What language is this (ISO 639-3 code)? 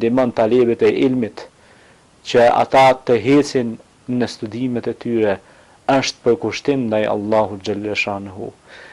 sqi